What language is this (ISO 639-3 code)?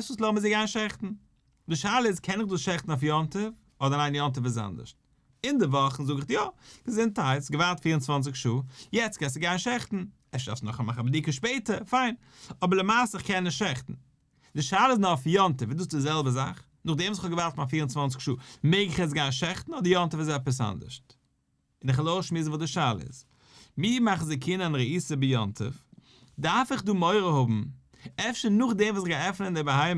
yid